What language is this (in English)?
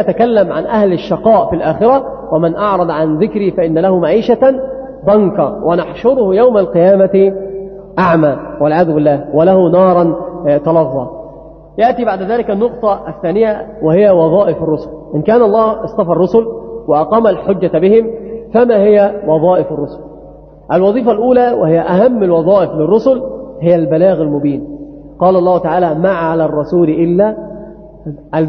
Arabic